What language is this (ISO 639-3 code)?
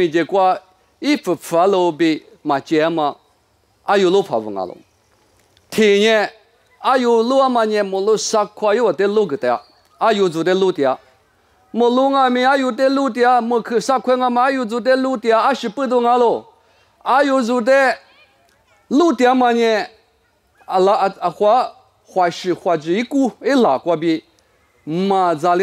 lis